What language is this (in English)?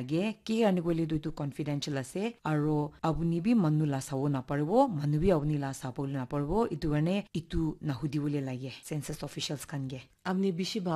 Naga Pidgin